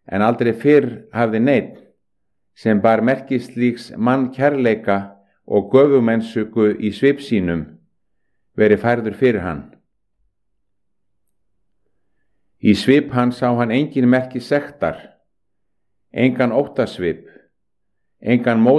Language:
Icelandic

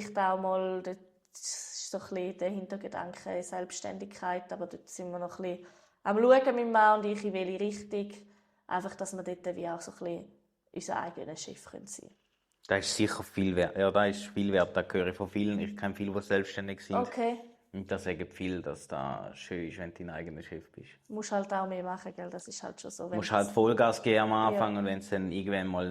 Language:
Swiss German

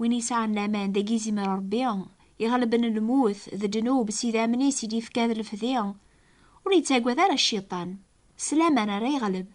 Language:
Kabyle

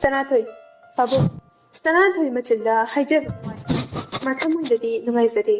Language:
Manipuri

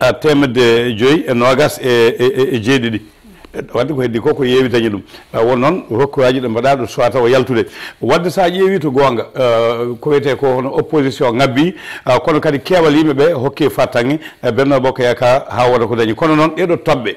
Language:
Fula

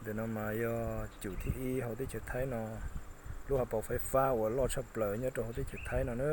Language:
Hmong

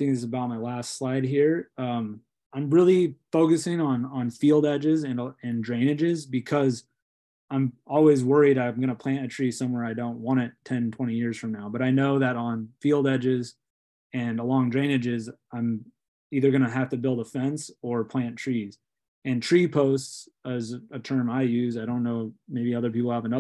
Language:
English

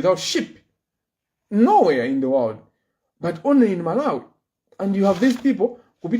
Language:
Nyanja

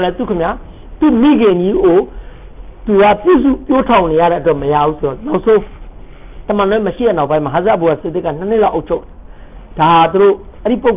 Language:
Burmese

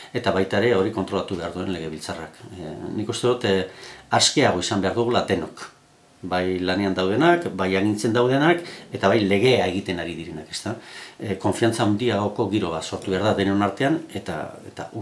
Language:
Basque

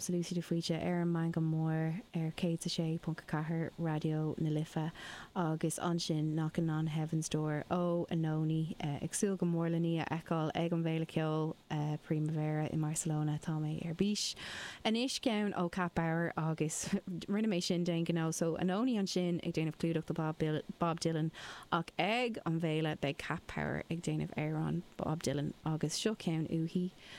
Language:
Irish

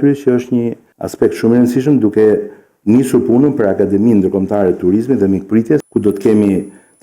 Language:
Albanian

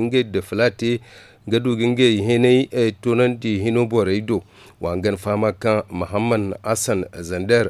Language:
Zarma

